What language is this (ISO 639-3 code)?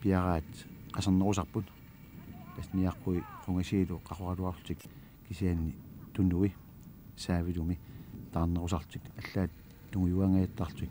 kal